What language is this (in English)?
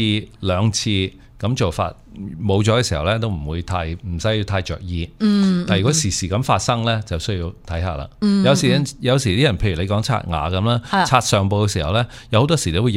Cantonese